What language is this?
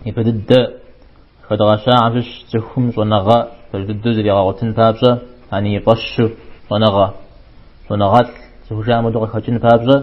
Kabardian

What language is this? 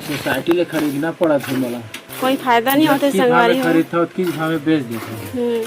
Chhattisgarhi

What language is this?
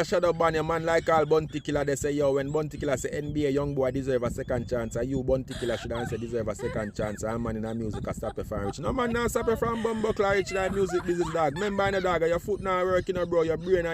Jamaican Creole English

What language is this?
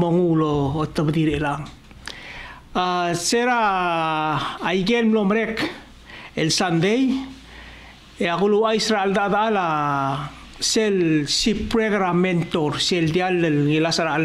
Palauan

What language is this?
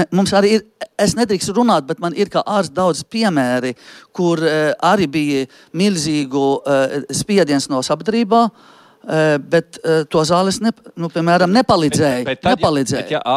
Latvian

